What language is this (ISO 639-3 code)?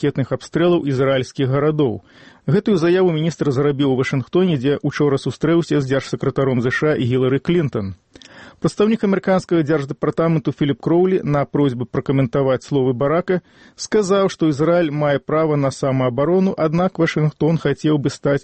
bel